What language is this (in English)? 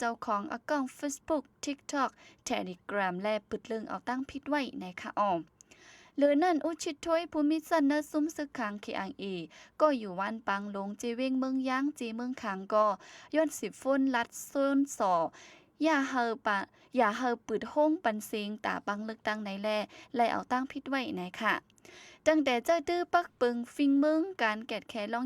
Shan